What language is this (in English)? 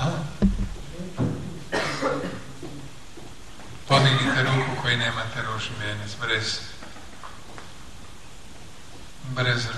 Croatian